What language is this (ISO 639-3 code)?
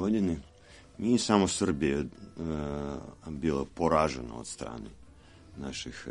srp